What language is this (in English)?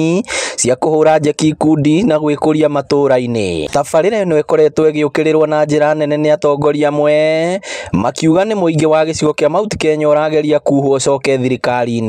Kikuyu